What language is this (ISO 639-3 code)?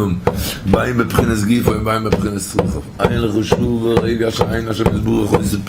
yid